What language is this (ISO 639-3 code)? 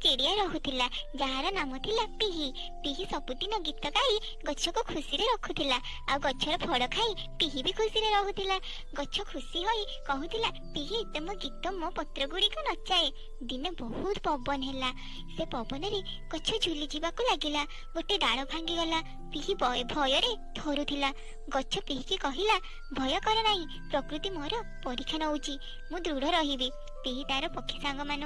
ori